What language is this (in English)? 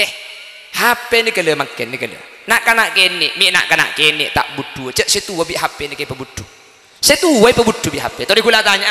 Madurese